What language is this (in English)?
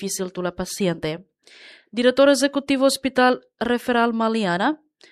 Tetum